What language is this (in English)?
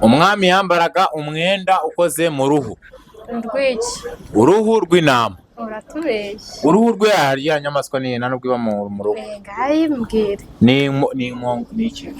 Kinyarwanda